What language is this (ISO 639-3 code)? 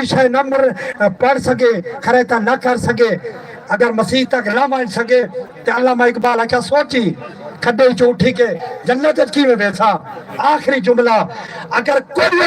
skr